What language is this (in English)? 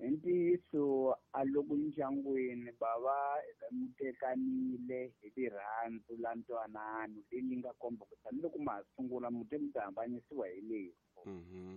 Tsonga